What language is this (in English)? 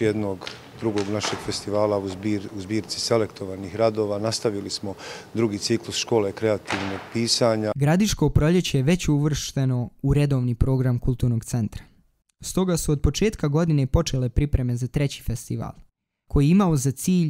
Bosnian